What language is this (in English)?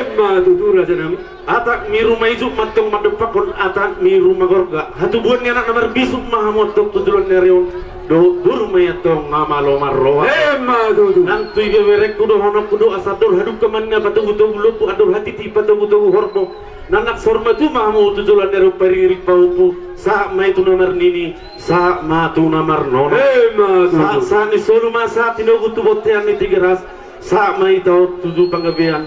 Batak Toba